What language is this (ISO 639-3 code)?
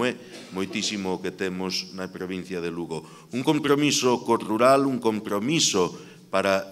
glg